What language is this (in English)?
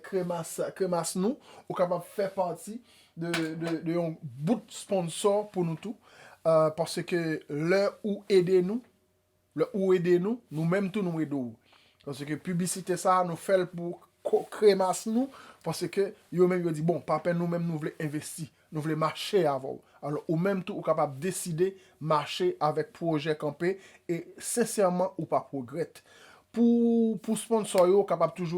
Haitian Creole